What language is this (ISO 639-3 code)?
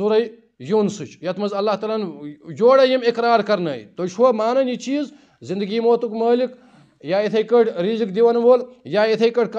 kas